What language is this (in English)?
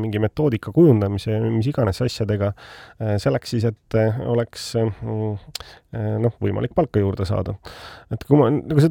Estonian